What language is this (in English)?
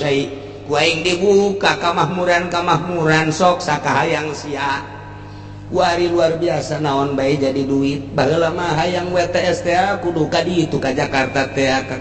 Sundanese